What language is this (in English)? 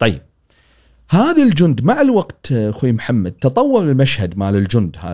Gulf Arabic